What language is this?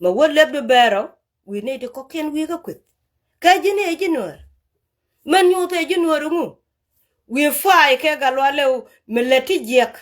Nuer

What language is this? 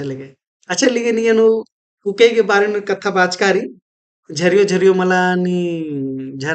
Kurukh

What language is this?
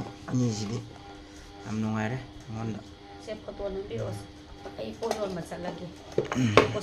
Manipuri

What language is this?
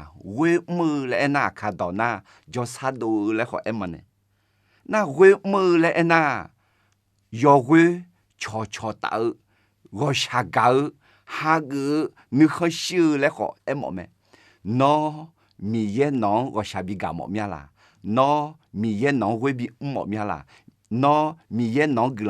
Akha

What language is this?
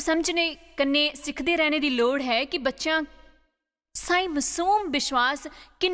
Dogri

